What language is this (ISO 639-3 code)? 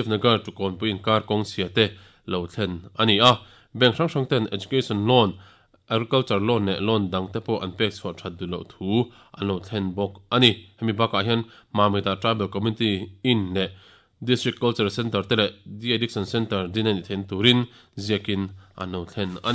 lus